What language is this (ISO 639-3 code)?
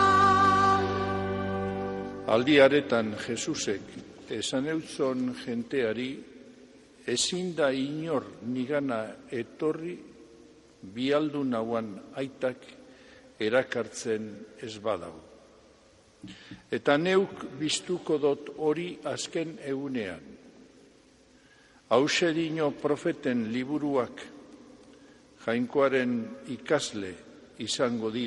eus